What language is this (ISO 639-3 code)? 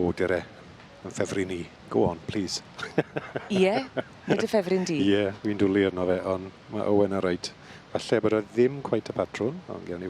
cym